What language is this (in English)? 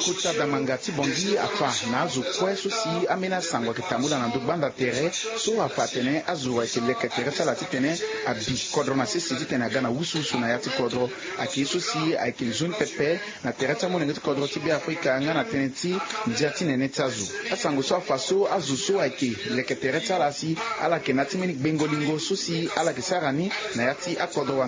Sango